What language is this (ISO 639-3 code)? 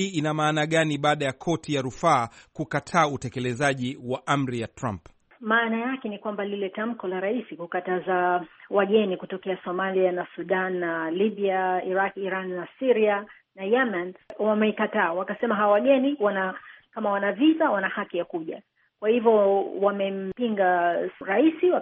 swa